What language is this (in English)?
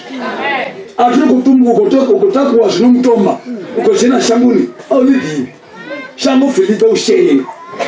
Venda